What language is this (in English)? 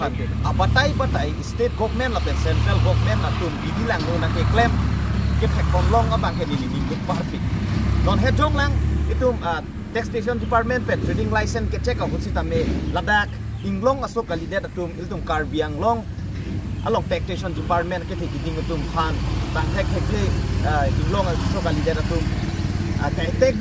Karbi